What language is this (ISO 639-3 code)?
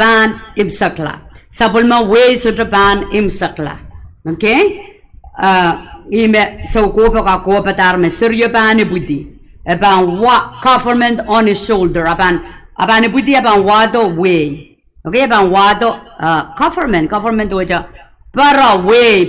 pon